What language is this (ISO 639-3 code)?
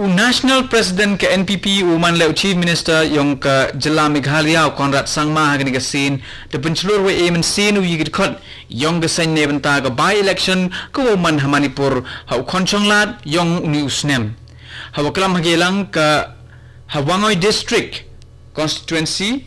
kha